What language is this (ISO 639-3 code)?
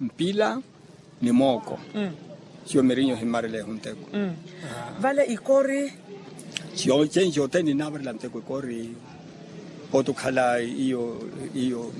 vmw